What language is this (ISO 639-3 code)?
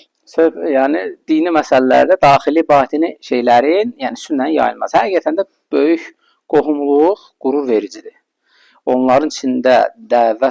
aze